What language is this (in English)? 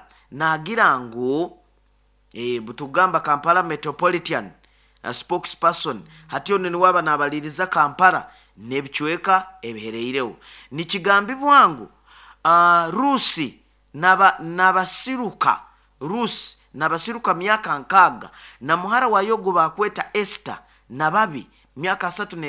Nyoro